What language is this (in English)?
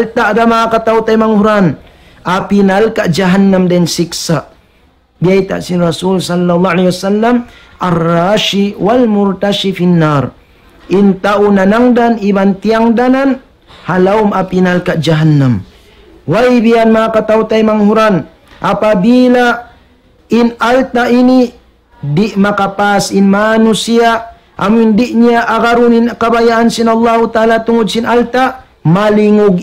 Tausug